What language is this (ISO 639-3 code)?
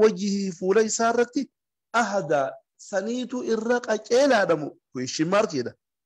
orm